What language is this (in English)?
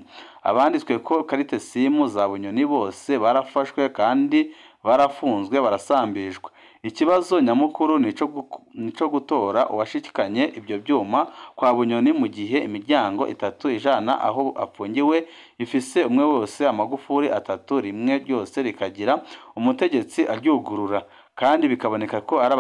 Rundi